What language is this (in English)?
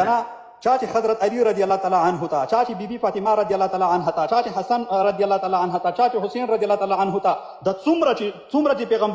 Pashto